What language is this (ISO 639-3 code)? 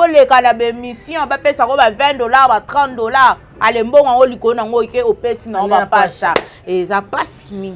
lin